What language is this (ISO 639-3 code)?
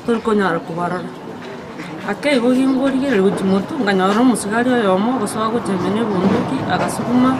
guz